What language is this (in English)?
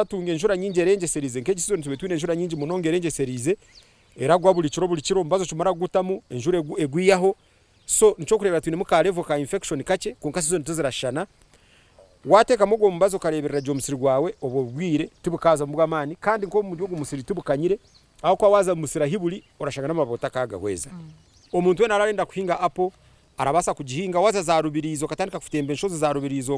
Nyankole